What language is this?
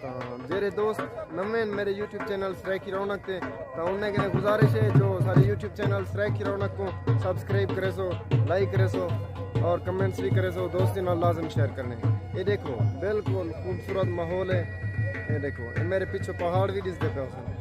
Saraiki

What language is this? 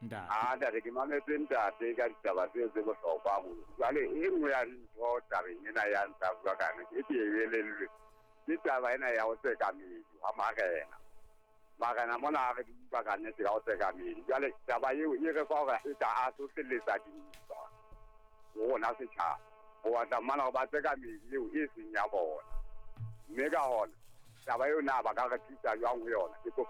Southern Sotho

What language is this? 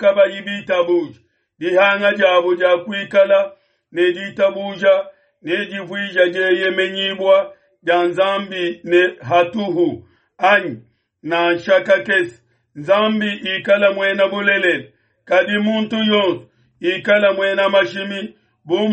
Luba-Lulua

